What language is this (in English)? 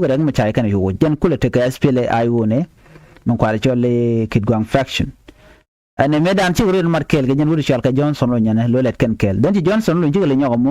Nuer